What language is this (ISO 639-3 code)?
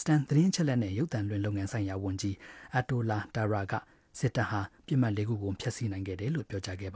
mya